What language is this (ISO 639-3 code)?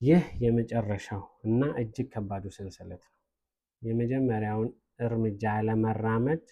amh